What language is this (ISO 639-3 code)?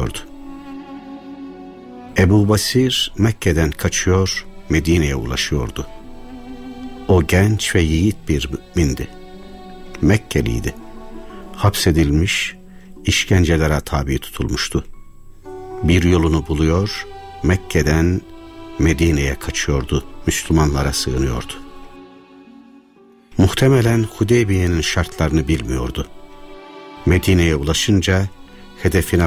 tur